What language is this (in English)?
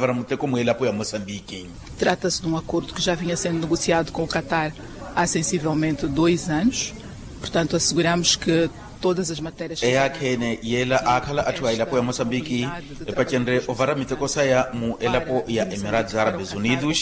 Makhuwa